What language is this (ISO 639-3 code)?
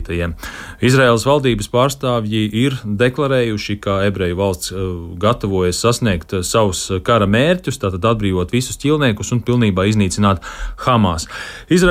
lav